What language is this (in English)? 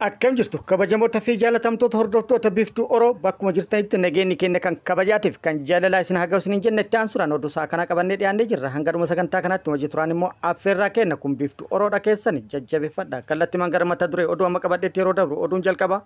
Oromo